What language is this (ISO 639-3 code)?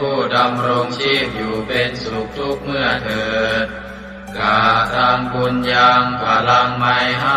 pli